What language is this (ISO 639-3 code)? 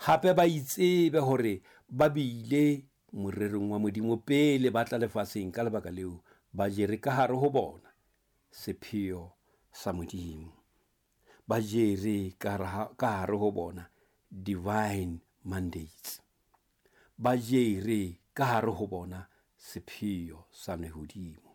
sot